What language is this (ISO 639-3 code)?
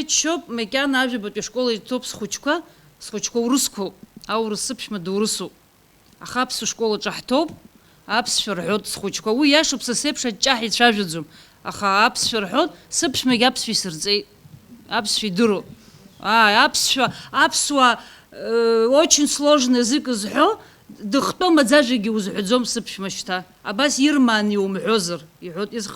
abk